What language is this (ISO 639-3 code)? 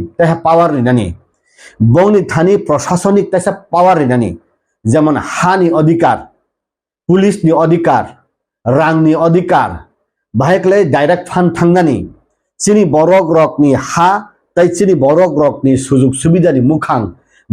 trp